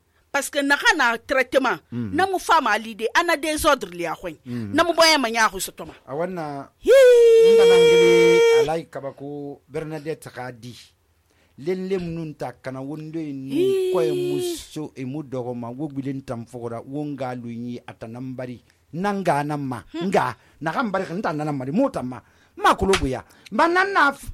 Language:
Susu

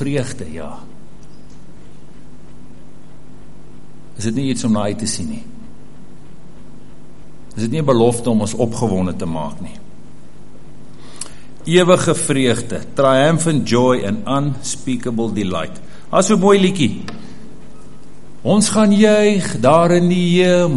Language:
Afrikaans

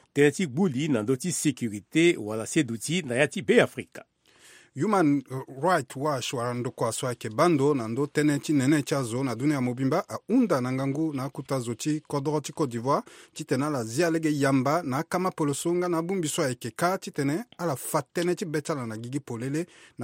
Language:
Sango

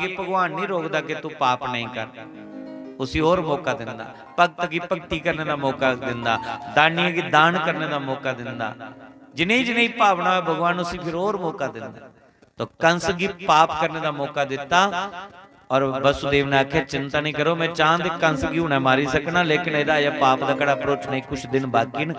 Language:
Dogri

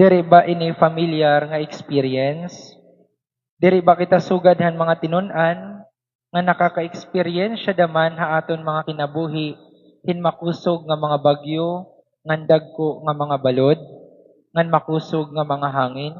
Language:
Waray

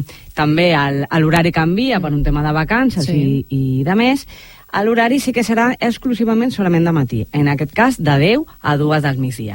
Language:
Catalan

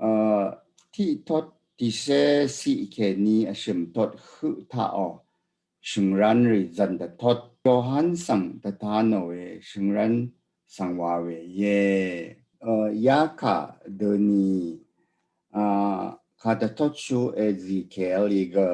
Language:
Rawang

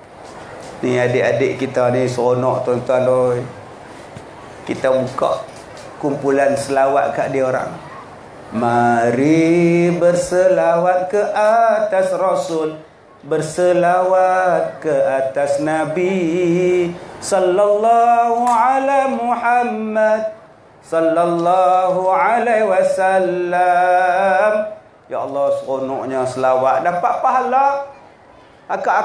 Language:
Malay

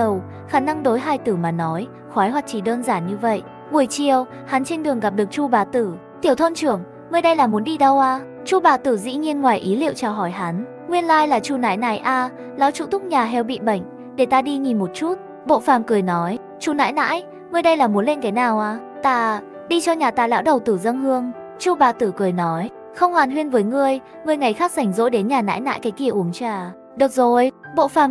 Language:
Vietnamese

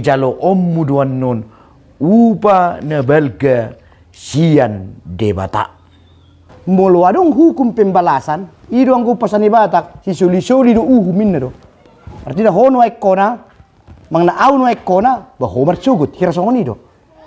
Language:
Batak Toba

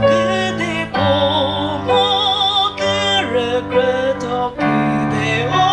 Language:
Chokri Naga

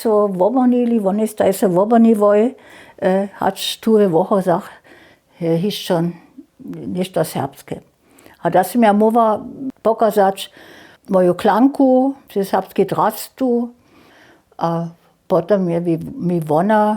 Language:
Upper Sorbian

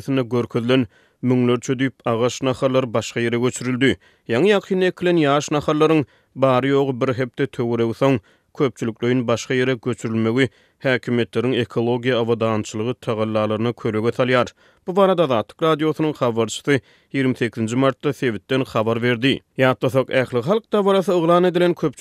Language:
Turkmen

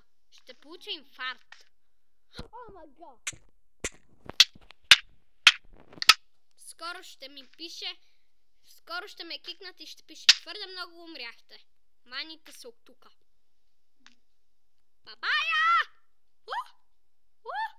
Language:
Bulgarian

